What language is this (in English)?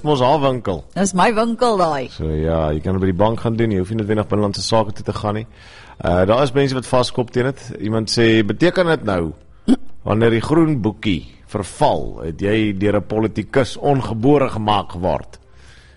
Afrikaans